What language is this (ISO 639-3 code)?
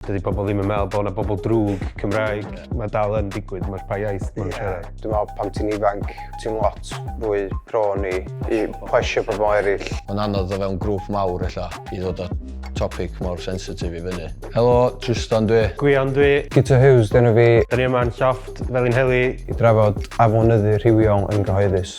cym